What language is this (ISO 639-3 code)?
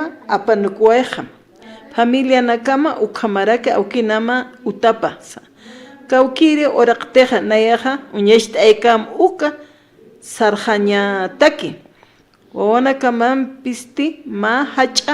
aym